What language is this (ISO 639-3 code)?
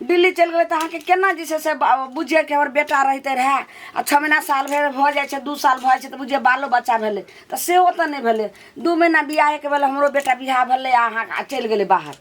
mai